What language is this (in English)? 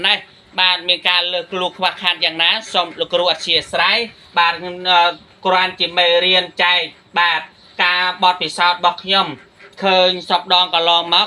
Khmer